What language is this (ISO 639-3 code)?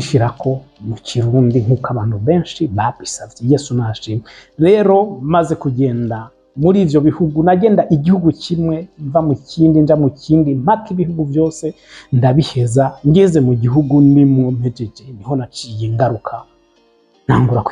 run